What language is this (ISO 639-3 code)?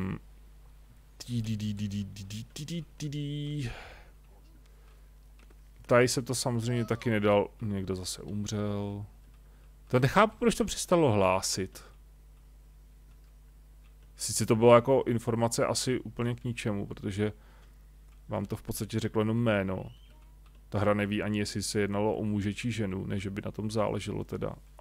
ces